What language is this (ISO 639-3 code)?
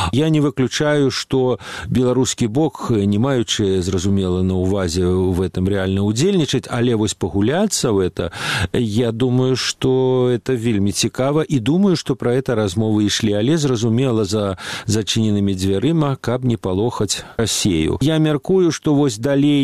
bel